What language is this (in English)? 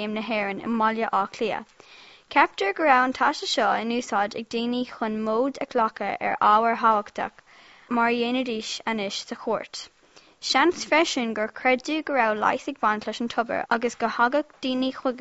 Irish